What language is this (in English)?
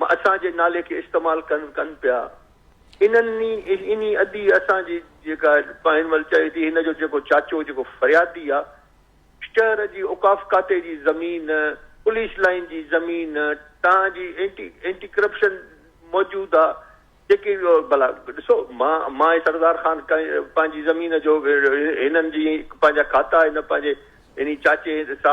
Sindhi